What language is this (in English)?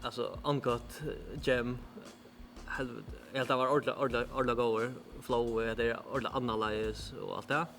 Faroese